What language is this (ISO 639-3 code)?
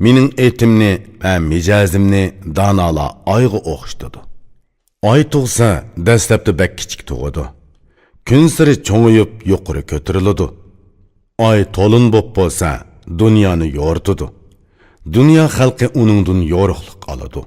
uig